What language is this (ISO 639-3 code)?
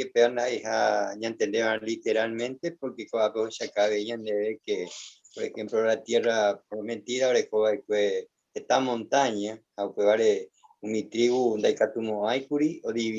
grn